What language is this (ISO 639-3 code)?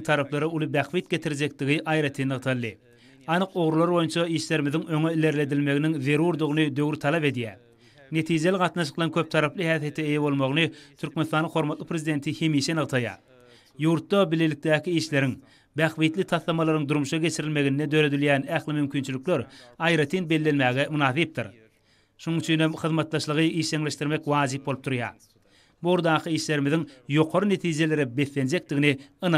tuk